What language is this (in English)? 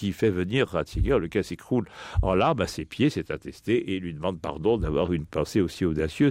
French